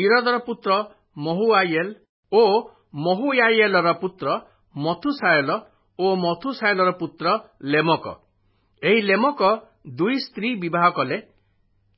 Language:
Odia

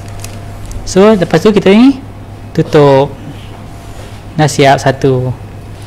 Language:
Malay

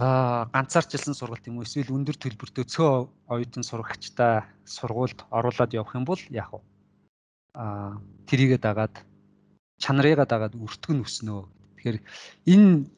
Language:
Mongolian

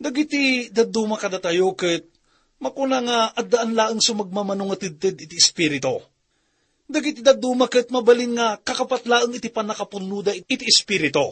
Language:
Iloko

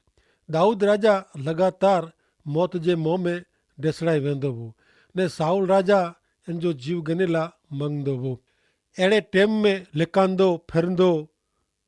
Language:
Kachhi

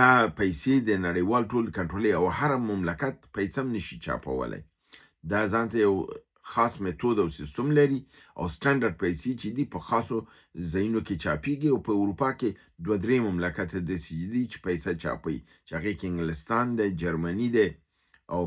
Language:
Pashto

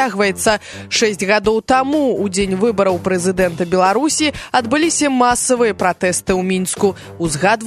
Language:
Belarusian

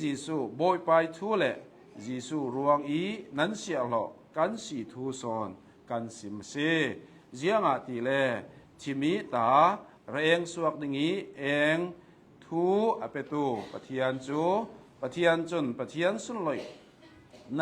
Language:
Hakha Chin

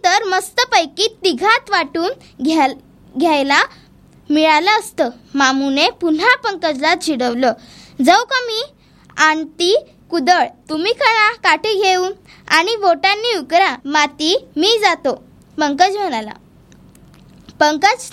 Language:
Marathi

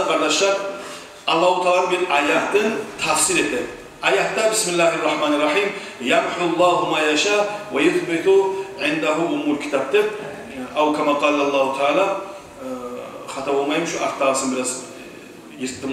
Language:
Kumyk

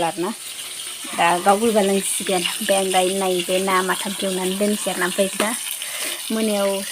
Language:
Bodo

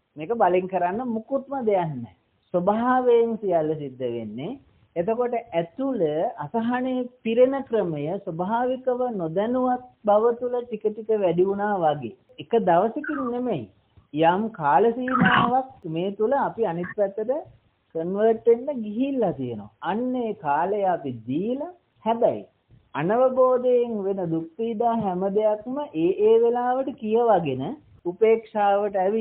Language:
Sinhala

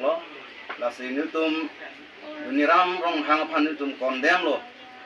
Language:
Karbi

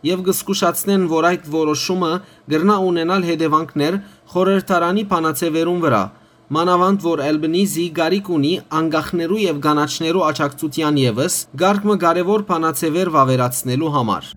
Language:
Western Armenian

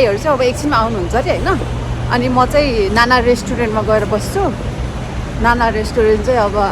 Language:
Nepali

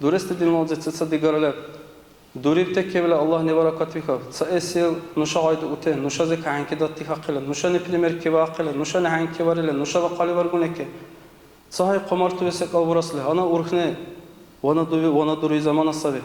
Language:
Dargwa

